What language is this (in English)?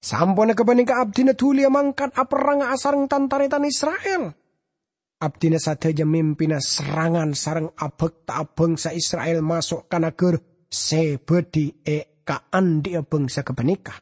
Madurese